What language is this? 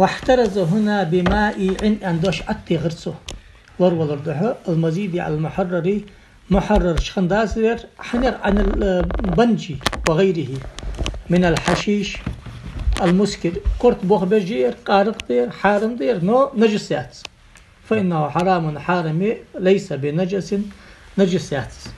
Ingush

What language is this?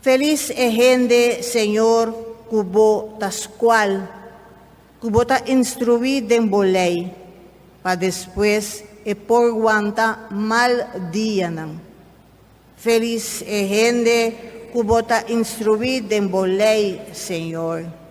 Papiamento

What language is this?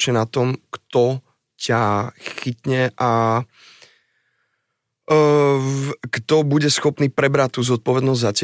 Slovak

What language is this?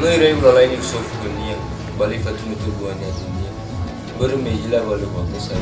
Nias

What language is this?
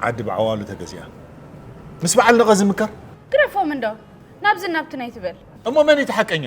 Tigrinya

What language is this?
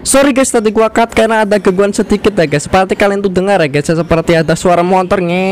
Indonesian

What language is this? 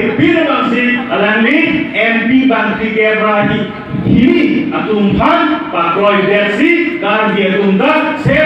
Karbi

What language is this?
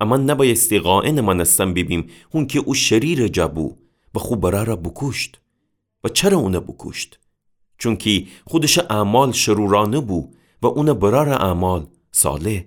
Gilaki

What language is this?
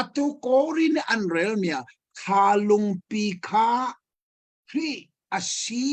Hakha Chin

